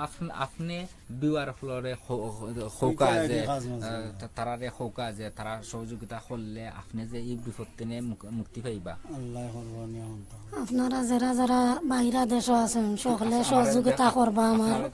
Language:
Sylheti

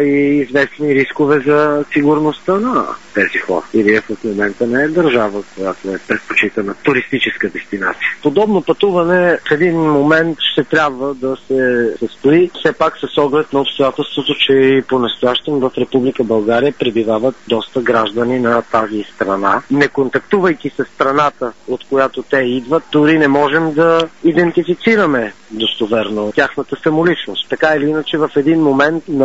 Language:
Bulgarian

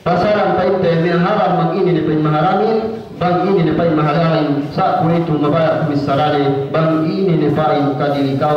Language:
Yakan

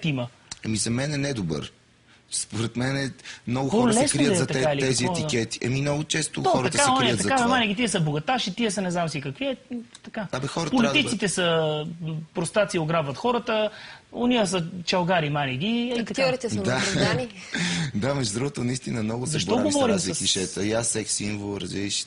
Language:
Bulgarian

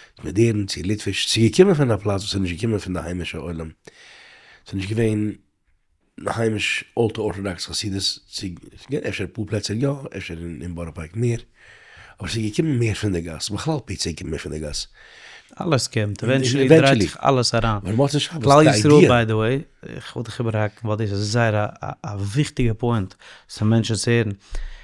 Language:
Yiddish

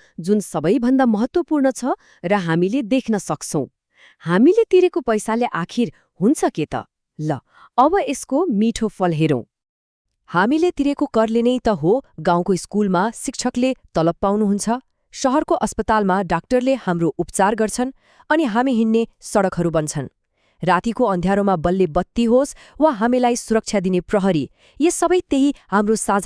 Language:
Nepali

